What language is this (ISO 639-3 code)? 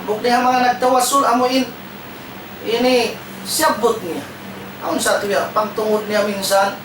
tsg